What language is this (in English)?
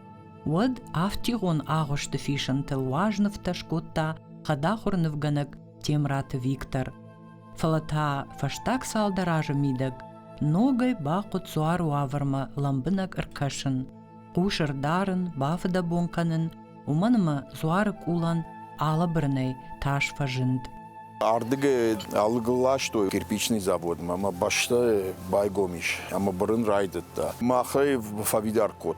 Ossetic